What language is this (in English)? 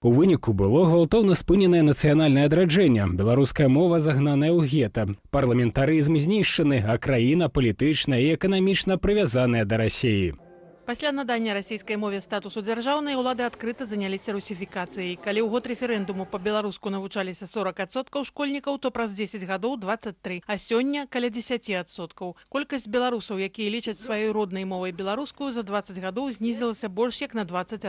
Belarusian